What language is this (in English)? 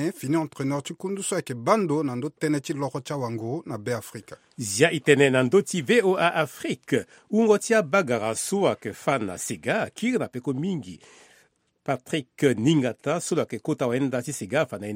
Sango